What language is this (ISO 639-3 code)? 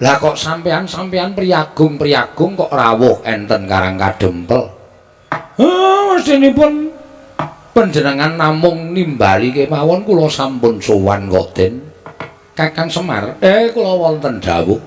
jav